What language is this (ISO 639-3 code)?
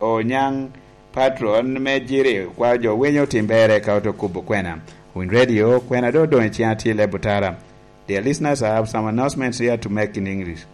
laj